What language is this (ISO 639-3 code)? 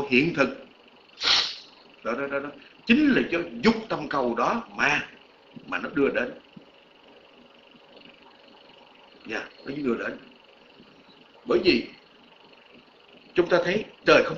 vie